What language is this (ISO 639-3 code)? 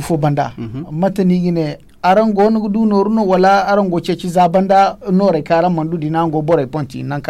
dje